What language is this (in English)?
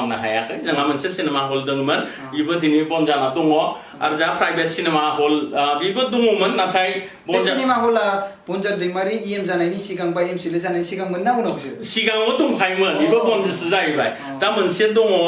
Bodo